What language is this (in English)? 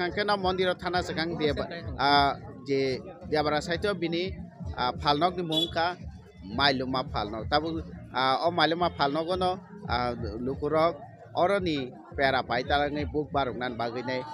Kok Borok